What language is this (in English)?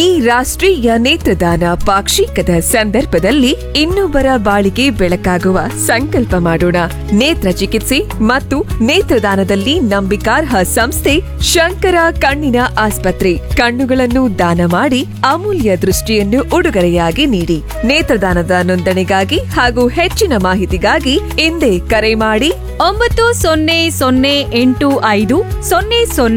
Kannada